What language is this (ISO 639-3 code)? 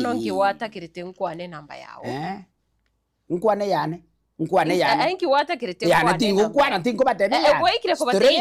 guz